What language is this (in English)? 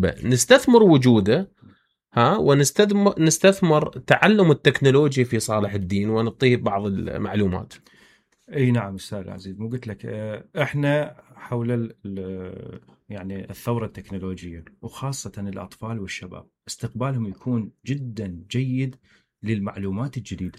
Mesopotamian Arabic